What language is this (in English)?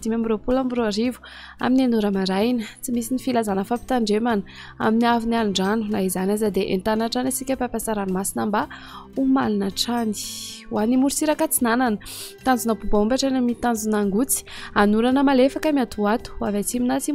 Malagasy